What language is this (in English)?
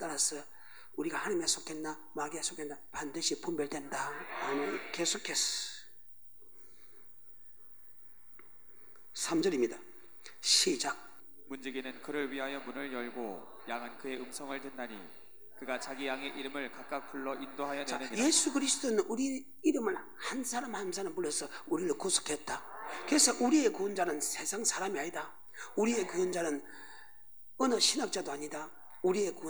Korean